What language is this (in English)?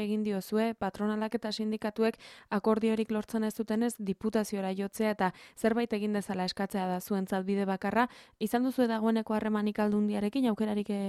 Basque